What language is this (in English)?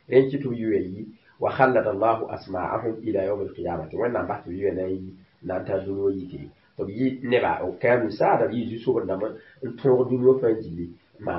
Mossi